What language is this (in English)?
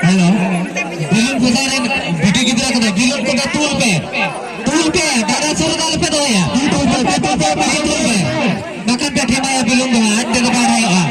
Santali